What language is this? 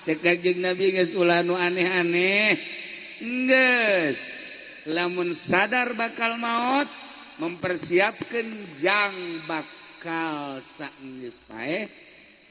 Sundanese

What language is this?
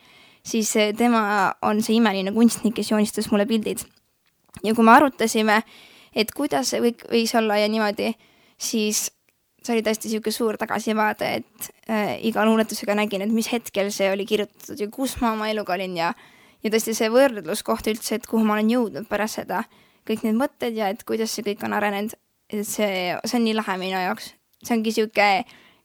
Estonian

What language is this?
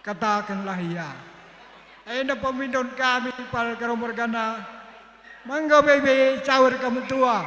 Batak Karo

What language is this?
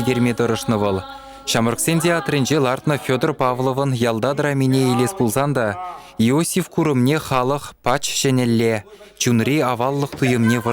Chuvash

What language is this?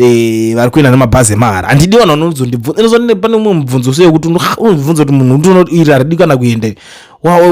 Shona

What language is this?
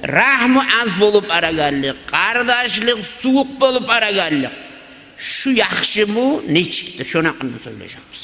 Kumyk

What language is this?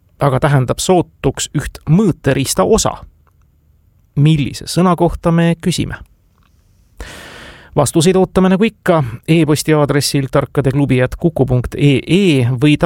Estonian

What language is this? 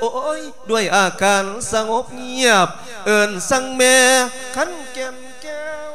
Lao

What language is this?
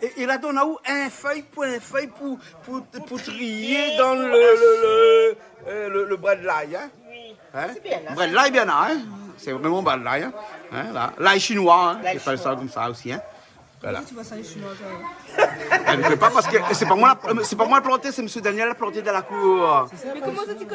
Réunion Creole French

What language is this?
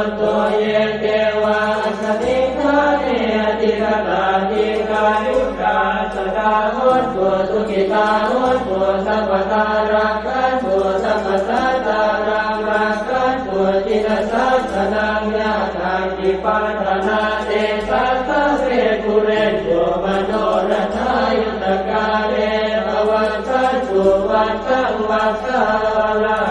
Pali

